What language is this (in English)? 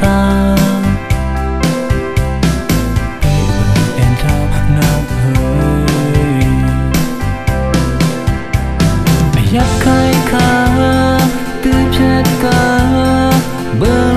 Vietnamese